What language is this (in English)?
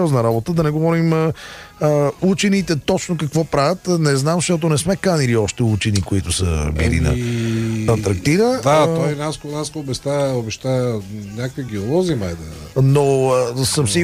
Bulgarian